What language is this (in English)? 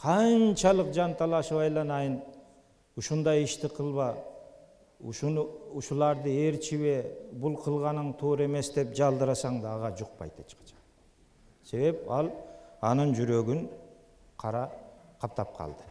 Kyrgyz